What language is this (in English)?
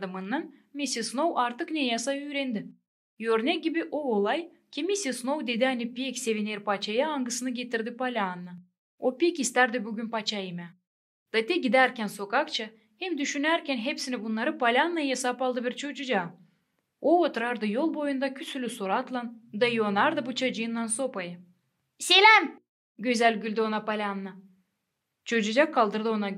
Gagauz